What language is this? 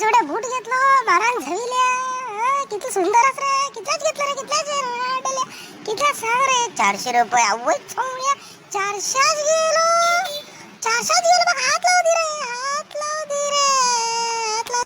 Konkani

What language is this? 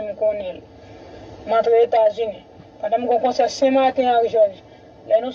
Haitian Creole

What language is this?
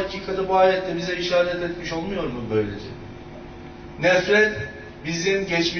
Turkish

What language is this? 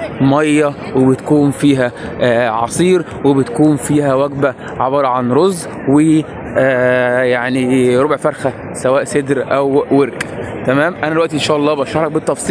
Egyptian Arabic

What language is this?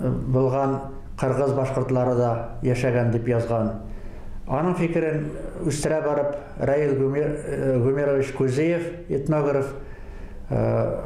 Bashkir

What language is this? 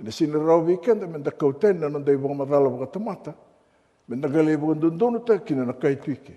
Fijian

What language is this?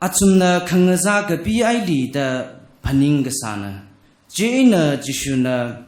Tangkhul Naga (India)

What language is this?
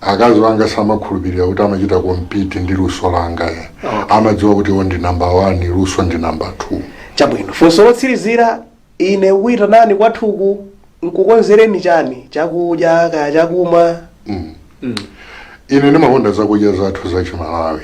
Nyanja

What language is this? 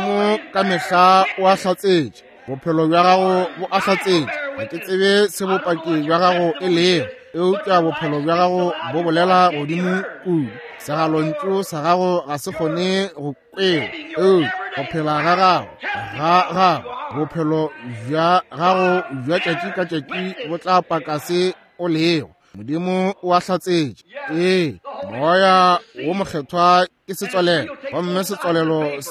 Northern Sotho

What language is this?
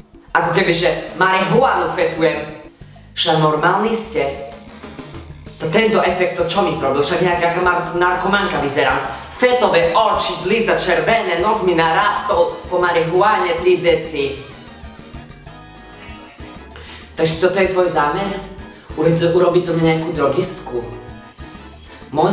Slovak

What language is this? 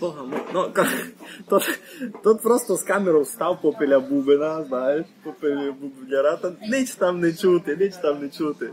Rusyn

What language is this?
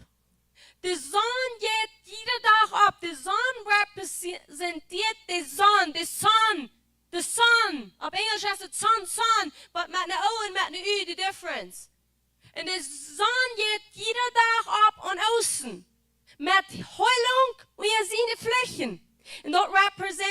Plautdietsch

